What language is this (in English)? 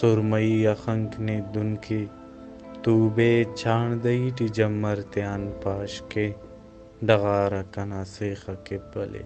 Brahui